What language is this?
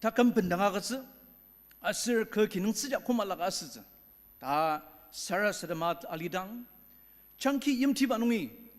Ao Naga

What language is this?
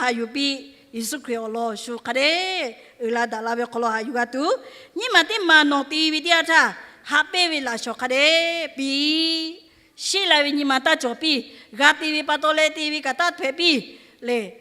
Lahu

